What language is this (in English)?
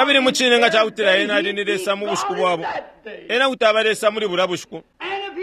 Bemba